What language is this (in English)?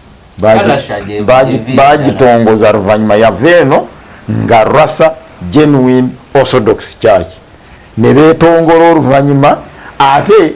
Ganda